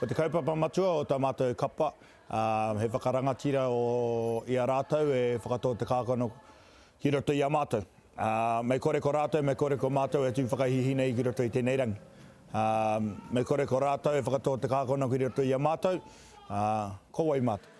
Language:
Māori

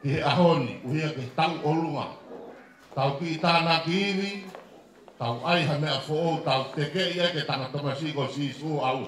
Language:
Tongan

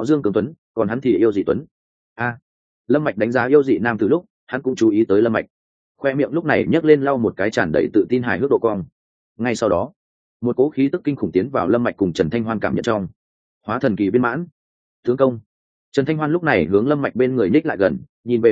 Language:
Vietnamese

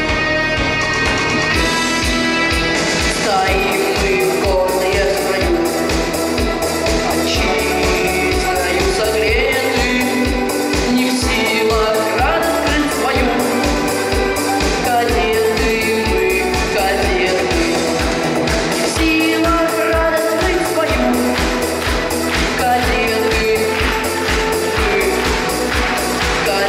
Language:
Russian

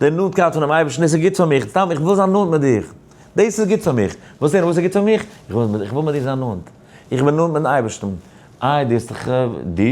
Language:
Yiddish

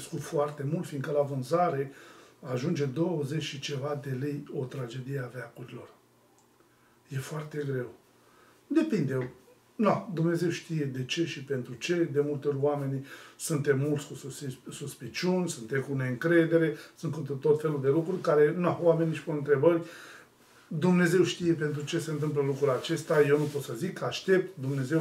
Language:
Romanian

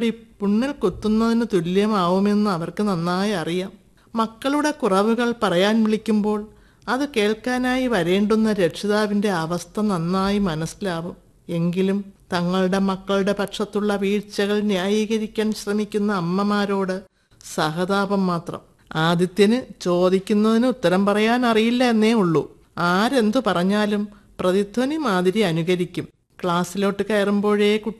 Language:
Malayalam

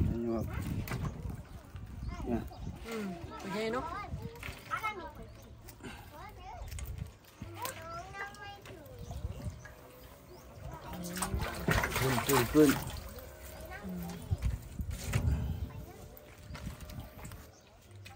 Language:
Thai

